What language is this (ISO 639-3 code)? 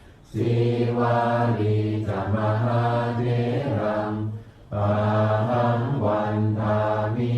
pli